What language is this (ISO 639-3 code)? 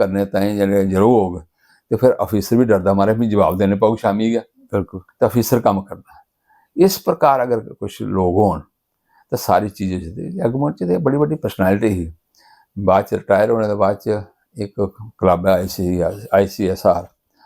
doi